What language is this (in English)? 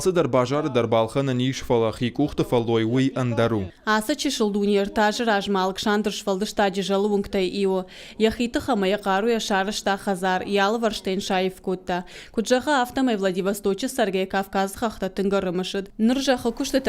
Ossetic